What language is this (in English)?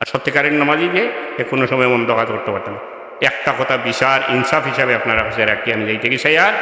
Sylheti